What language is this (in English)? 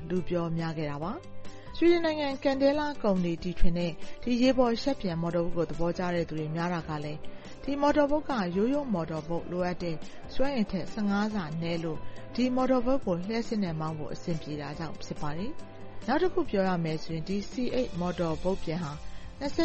Burmese